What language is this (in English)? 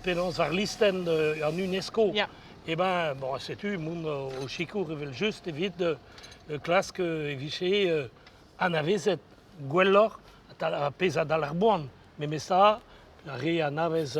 Breton